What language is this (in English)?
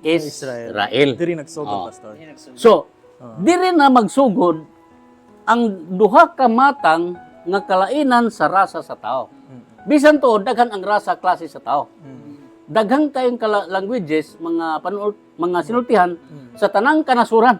Cebuano